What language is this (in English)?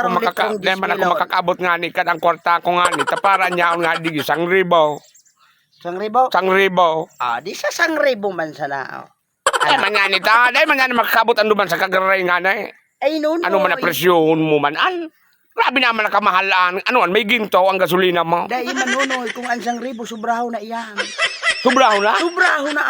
Bikol